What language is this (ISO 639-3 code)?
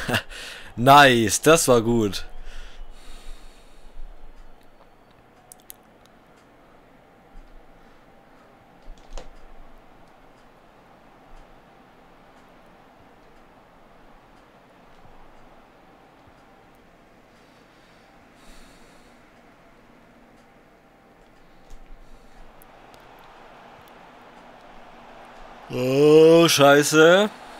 deu